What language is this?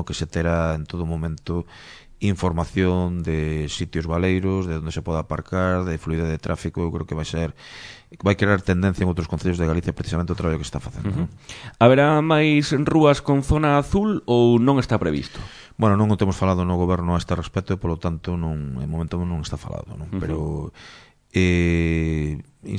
Galician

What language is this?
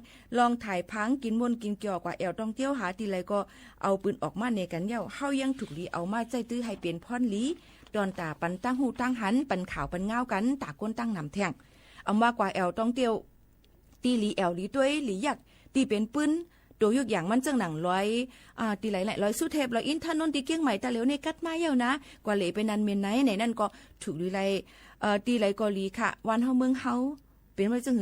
Shan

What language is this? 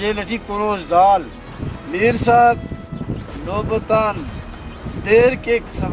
Brahui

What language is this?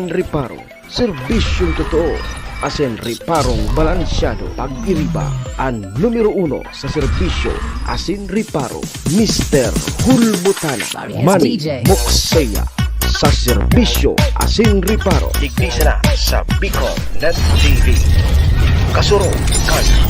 Bikol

